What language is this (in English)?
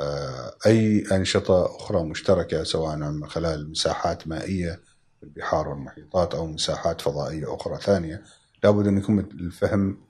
Gulf Arabic